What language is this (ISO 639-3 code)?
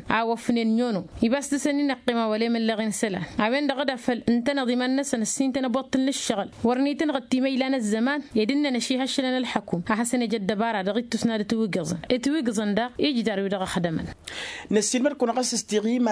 taq